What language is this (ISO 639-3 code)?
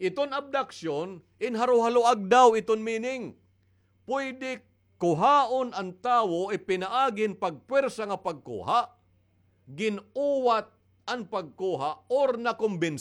war